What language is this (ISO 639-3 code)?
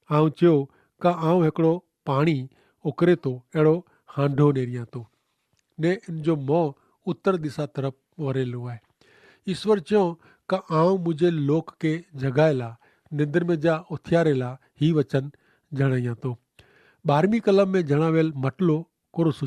kfr